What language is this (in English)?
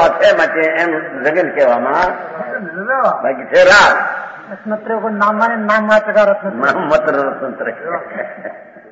Gujarati